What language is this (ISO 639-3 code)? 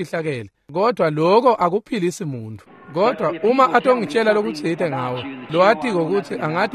ssw